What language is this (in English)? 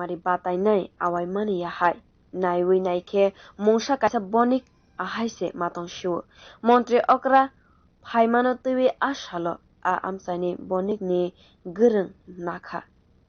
Kok Borok